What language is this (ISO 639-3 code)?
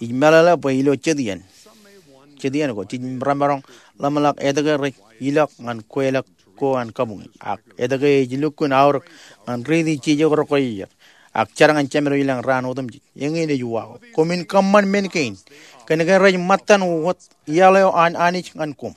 mah